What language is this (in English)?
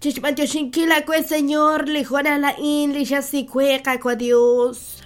Kekchí